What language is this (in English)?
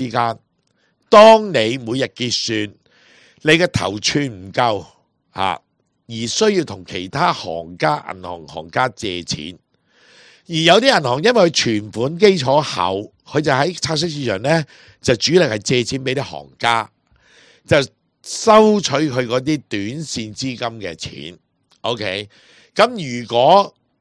Cantonese